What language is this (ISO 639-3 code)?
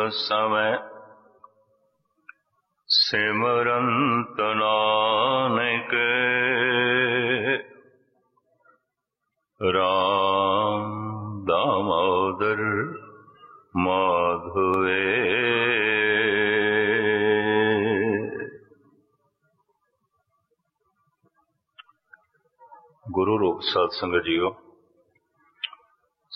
pan